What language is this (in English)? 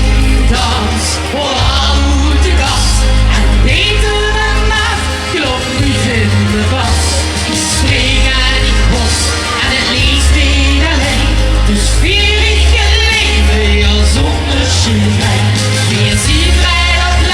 Limburgish